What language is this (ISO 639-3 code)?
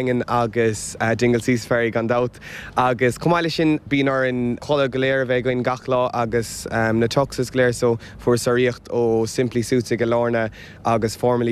gle